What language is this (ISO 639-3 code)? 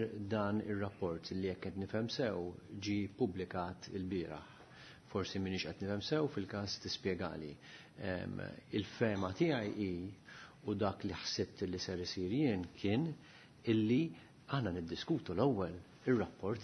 mlt